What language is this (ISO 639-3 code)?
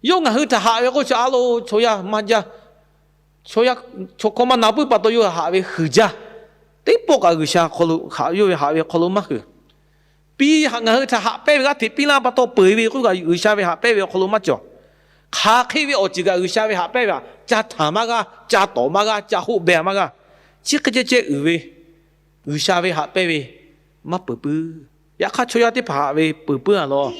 lhu